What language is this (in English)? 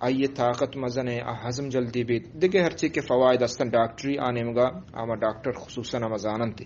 Eastern Balochi